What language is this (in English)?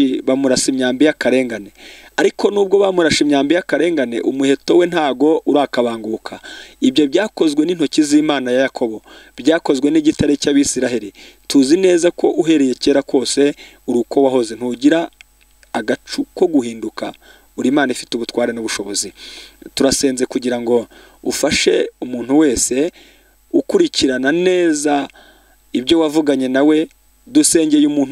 Kinyarwanda